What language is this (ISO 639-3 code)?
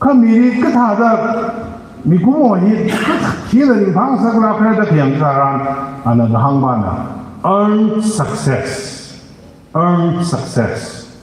nmf